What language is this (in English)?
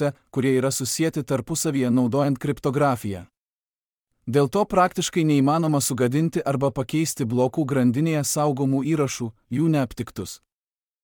Lithuanian